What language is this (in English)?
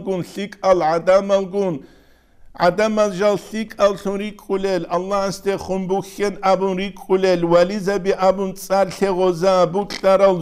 Avaric